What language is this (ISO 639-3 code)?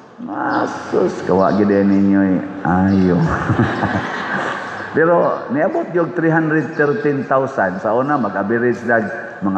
ceb